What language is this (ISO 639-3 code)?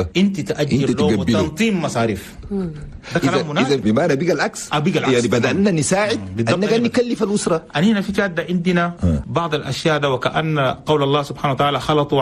shu